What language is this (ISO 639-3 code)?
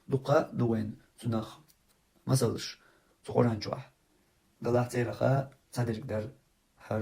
che